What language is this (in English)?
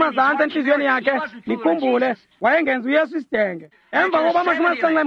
Xhosa